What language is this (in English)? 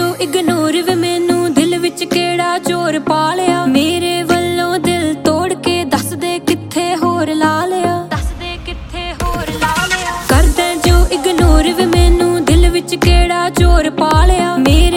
Punjabi